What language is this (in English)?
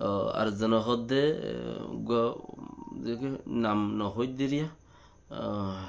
Rohingya